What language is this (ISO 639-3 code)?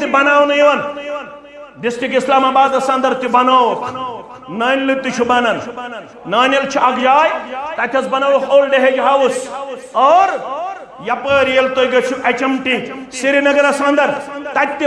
kas